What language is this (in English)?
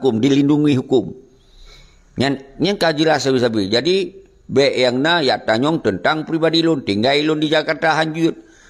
Achinese